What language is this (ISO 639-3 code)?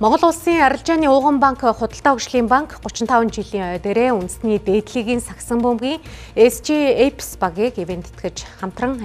mon